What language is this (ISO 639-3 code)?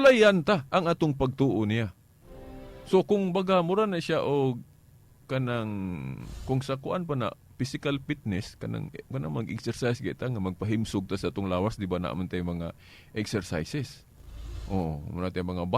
ceb